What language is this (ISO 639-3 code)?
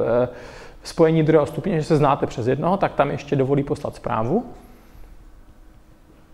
ces